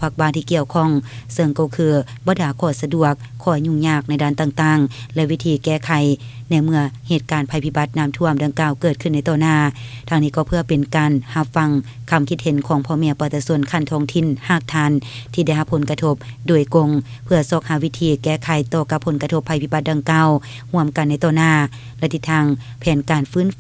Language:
Lao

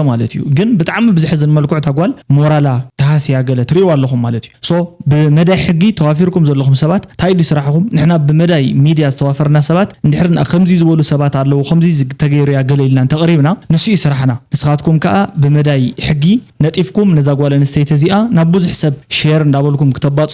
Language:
Tigrinya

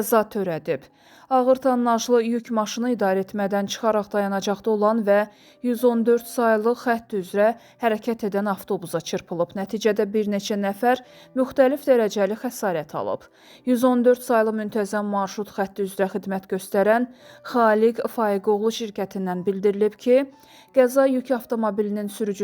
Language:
Azerbaijani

